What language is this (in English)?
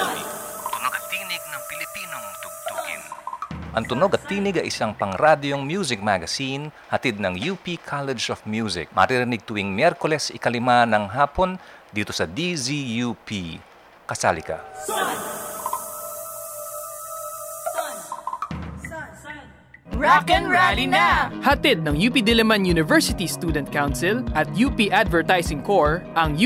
Filipino